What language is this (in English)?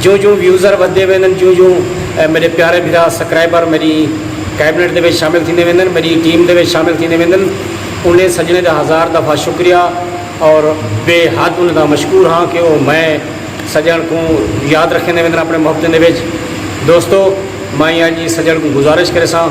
Saraiki